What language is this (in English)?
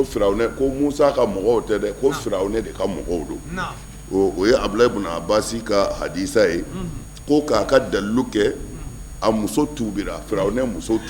Bambara